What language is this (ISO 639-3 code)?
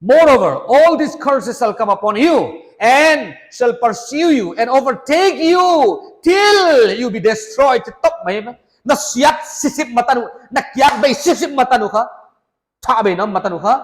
pck